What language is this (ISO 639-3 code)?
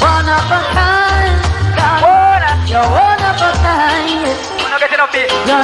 jam